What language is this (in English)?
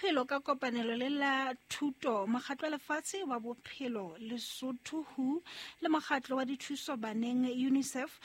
Southern Sotho